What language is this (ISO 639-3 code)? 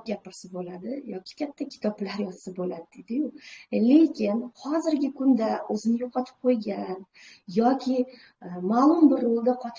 uzb